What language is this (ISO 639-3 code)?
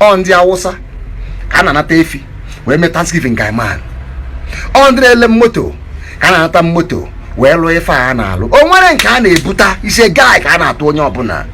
ibo